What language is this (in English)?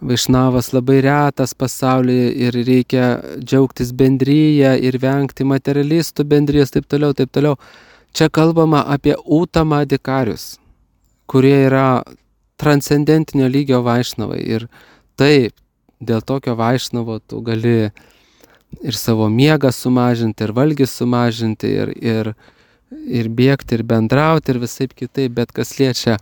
Lithuanian